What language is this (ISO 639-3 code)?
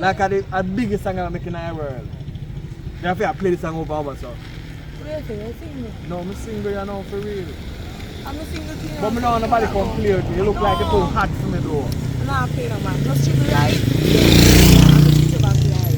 jam